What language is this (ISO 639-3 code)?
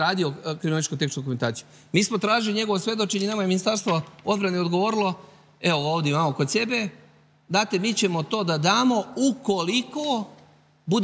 srp